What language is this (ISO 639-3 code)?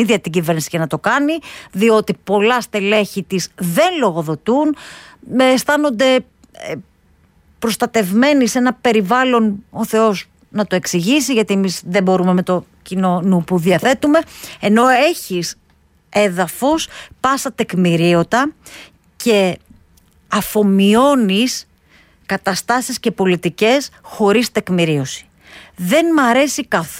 ell